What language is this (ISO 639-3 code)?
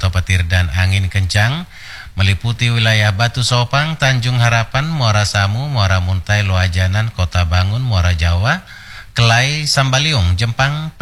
ind